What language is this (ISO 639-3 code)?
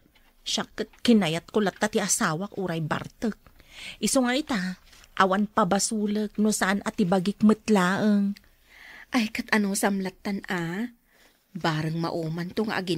ilo